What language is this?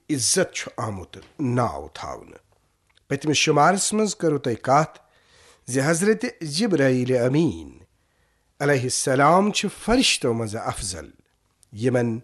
Kashmiri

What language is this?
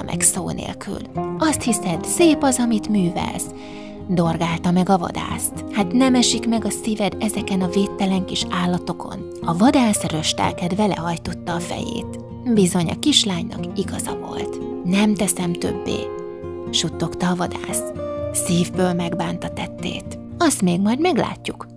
Hungarian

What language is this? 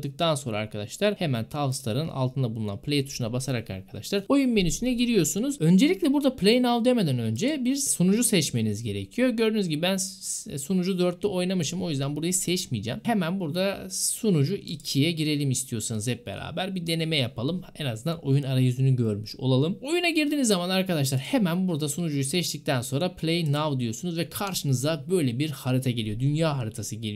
Turkish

